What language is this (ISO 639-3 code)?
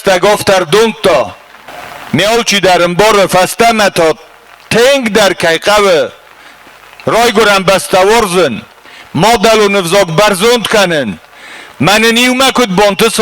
oss